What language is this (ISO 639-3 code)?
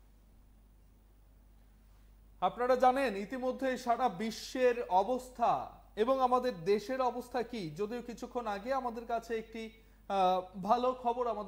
ben